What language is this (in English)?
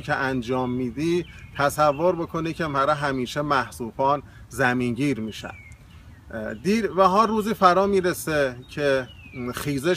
Persian